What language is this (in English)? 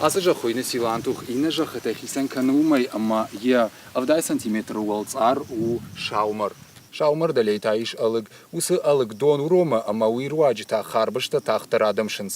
Ossetic